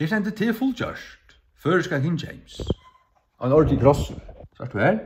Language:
Faroese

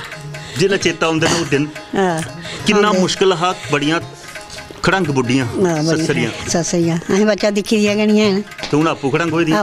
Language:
Dogri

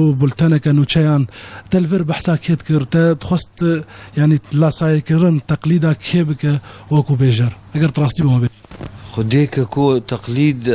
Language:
Kurdish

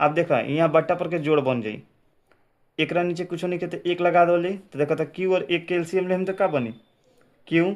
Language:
Bhojpuri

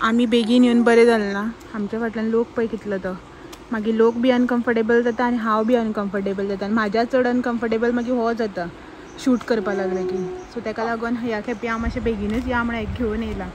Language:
Konkani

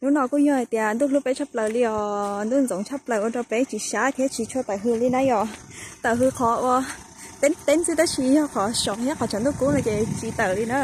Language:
Hmong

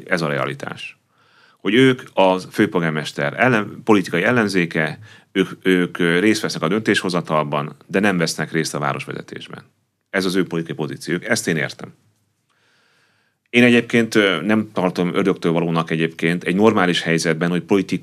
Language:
Hungarian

